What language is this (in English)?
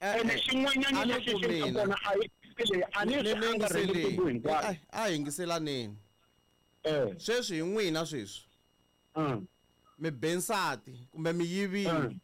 Tsonga